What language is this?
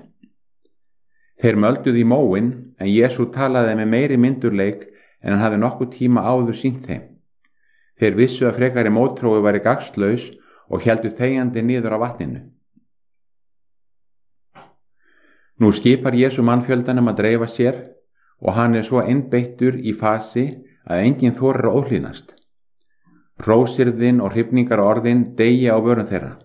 Icelandic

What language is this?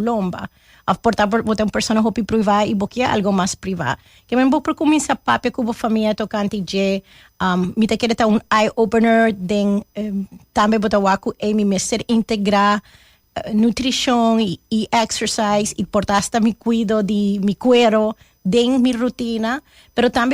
Papiamento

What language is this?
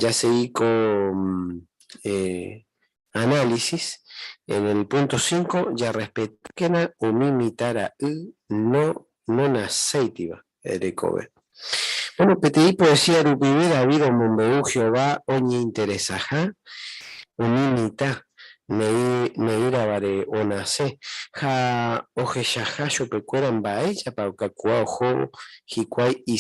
Guarani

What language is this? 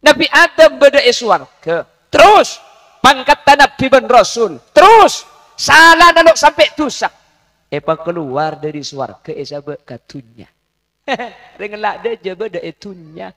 Madurese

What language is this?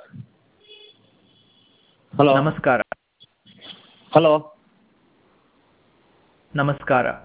Kannada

